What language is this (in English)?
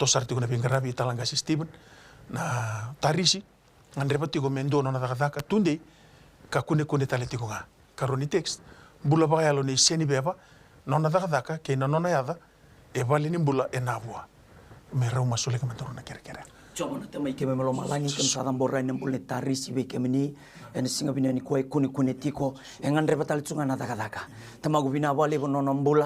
Fijian